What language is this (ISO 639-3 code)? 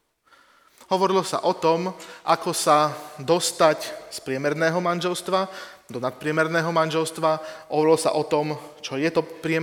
slk